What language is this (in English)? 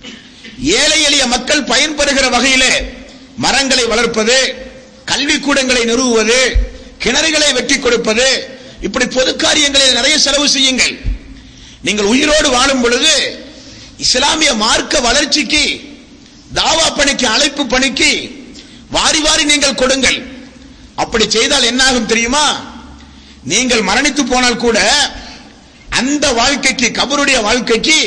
Tamil